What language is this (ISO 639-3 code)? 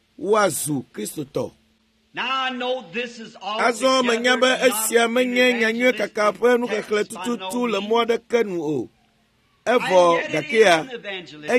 ewe